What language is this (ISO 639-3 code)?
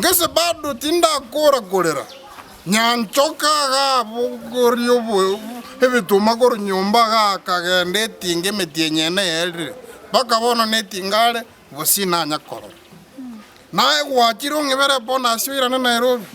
guz